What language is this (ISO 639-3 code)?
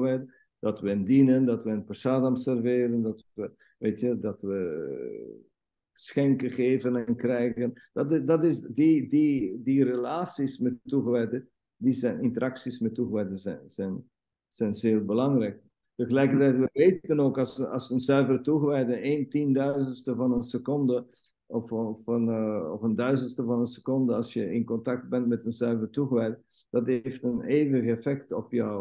nld